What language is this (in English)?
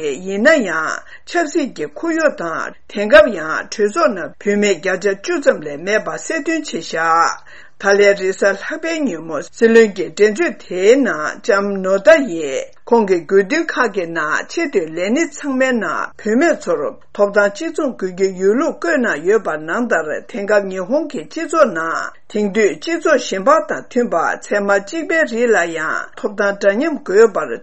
Tibetan